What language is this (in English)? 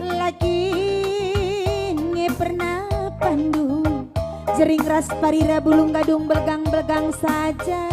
Batak Karo